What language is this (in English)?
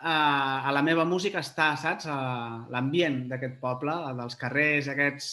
Catalan